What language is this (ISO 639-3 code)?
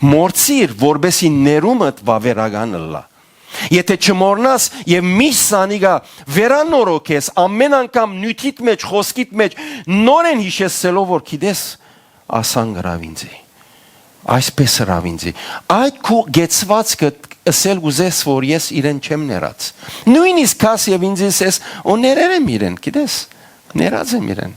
hyw